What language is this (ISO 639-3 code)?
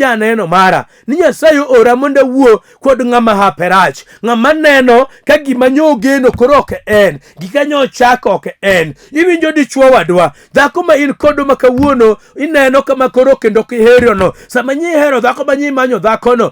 luo